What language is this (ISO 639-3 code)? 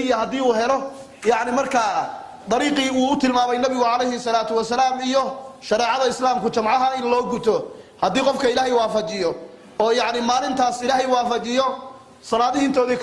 som